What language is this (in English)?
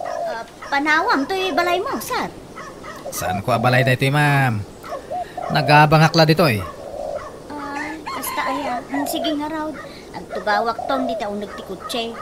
Iloko